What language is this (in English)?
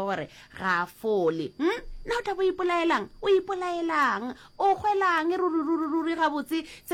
Northern Sotho